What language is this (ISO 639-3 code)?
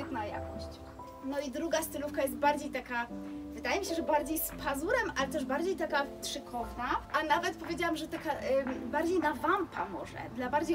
pol